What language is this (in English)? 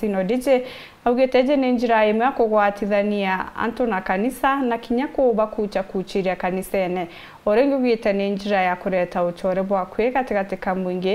Meru